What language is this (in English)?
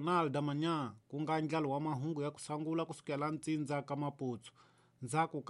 Tsonga